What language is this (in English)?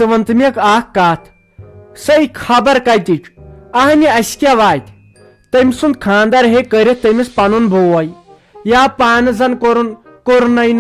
Kashmiri